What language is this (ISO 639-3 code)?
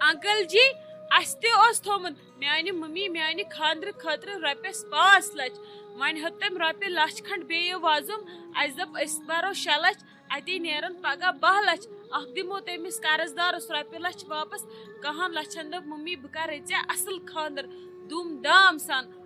kas